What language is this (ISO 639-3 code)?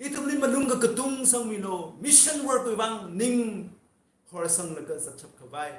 nmf